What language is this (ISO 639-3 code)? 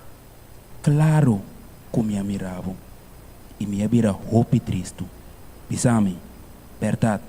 pap